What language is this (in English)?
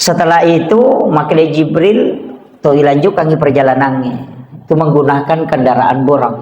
Buginese